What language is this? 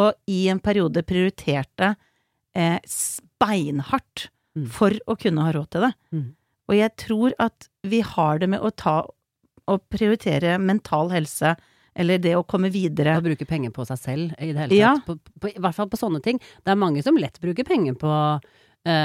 Norwegian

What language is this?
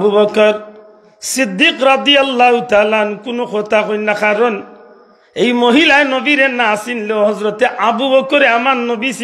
Sylheti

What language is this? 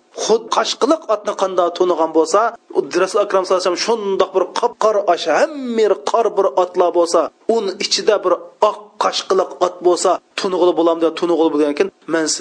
Uyghur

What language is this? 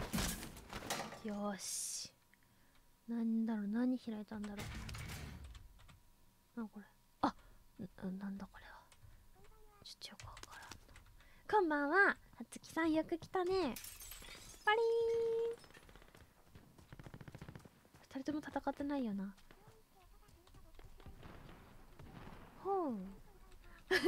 Japanese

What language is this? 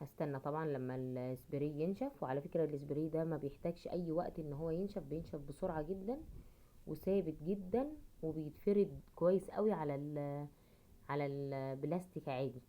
Egyptian Arabic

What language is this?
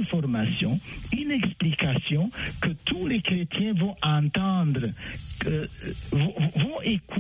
French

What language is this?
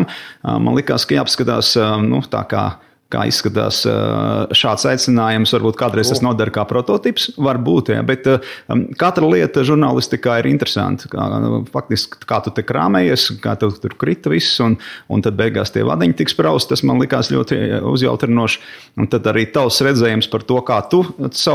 Latvian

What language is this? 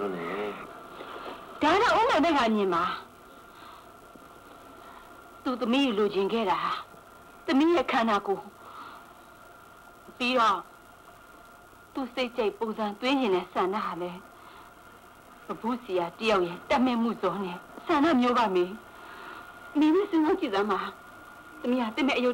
Burmese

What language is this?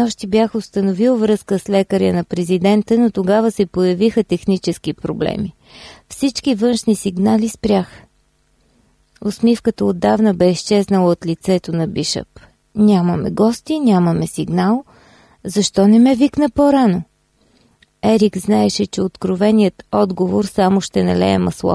Bulgarian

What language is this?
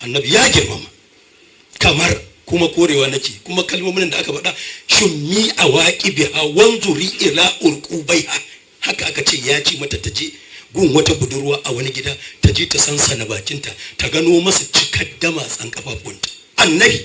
Hausa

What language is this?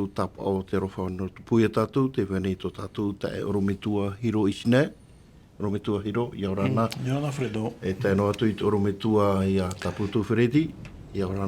Tahitian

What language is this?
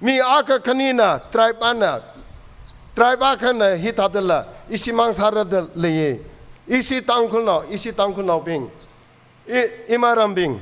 Tangkhul Naga (India)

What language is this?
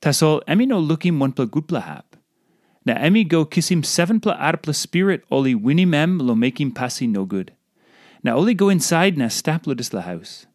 Tok Pisin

